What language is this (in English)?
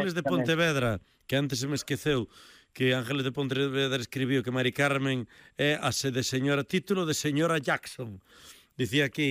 Galician